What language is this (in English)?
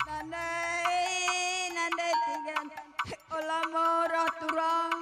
Batak Karo